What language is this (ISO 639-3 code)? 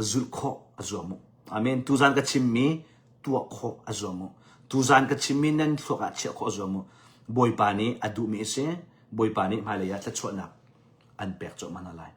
cnh